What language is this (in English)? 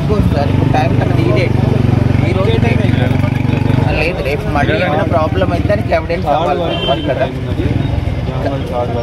Telugu